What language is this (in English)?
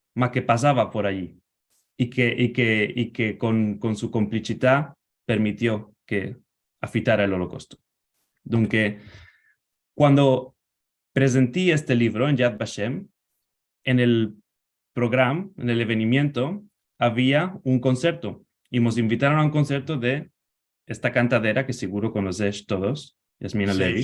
Ladino